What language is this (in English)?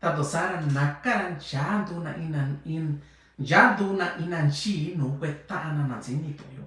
Mixtepec Mixtec